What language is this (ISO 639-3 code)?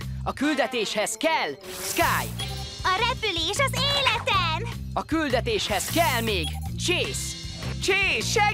hun